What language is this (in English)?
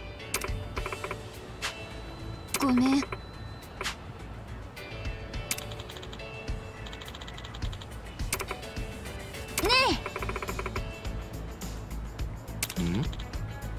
Japanese